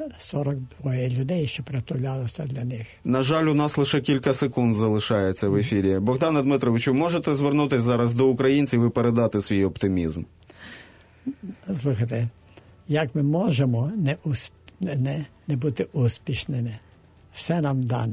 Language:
Ukrainian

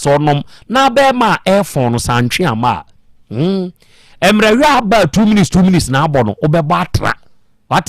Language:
Akan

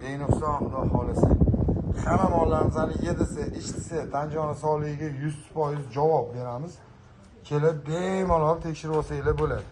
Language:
Uzbek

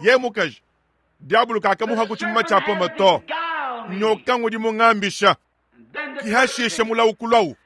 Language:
Luba-Lulua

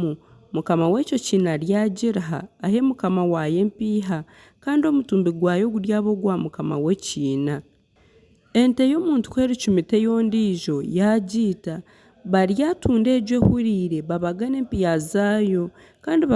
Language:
Nyankole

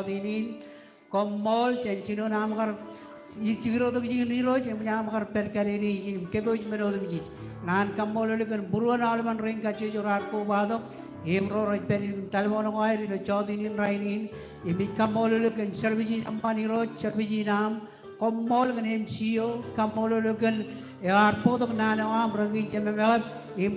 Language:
Marshallese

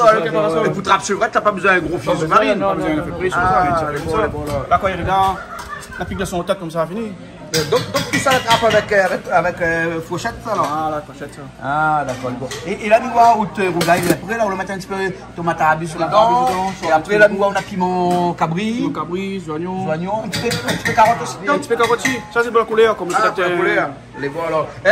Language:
Réunion Creole French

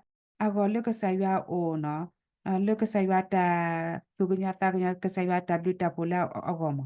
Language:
S'gaw Karen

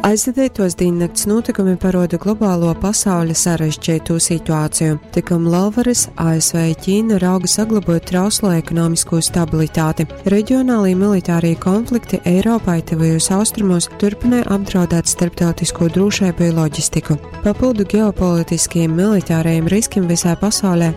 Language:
Latgalian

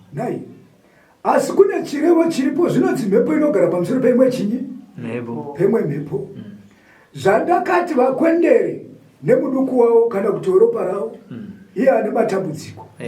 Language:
Shona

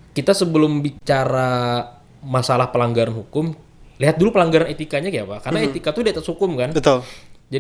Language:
Banjar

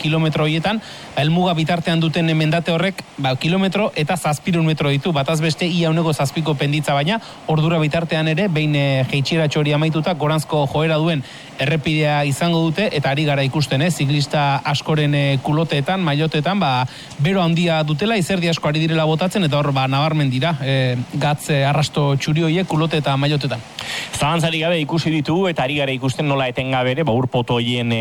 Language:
Basque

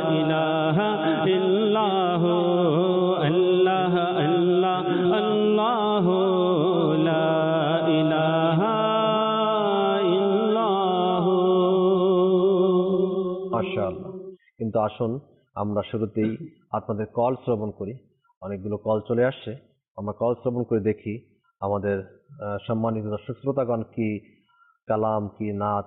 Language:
Bangla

